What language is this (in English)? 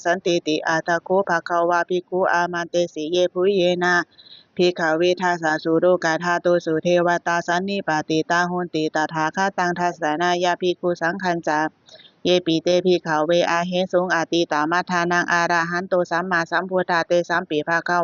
Pali